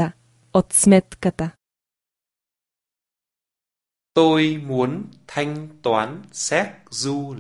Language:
Bulgarian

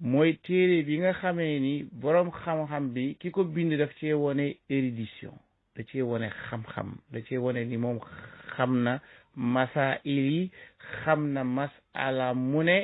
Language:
Wolof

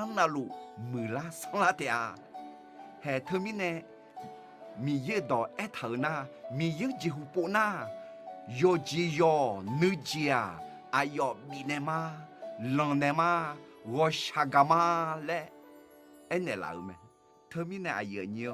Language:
Akha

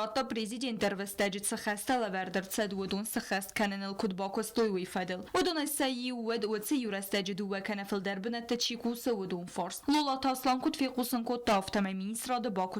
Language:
Ossetic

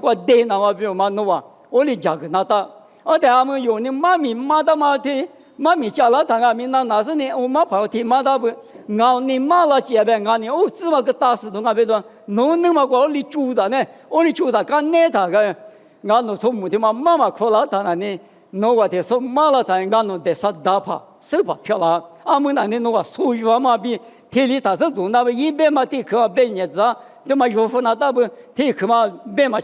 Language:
Lisu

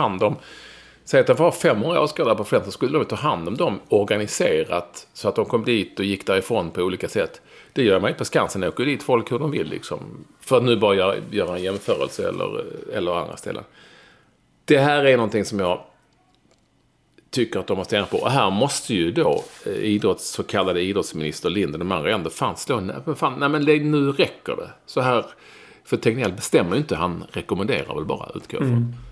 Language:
Swedish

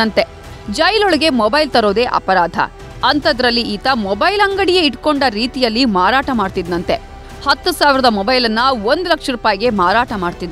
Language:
Kannada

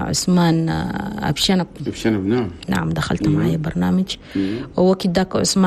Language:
Chadian Arabic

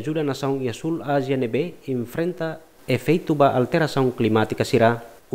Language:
Tetum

